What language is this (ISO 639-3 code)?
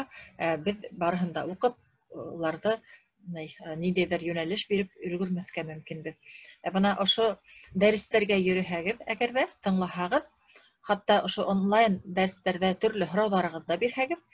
bak